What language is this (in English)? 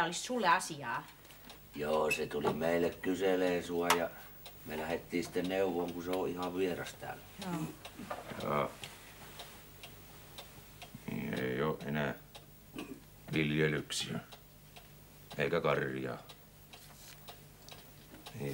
Finnish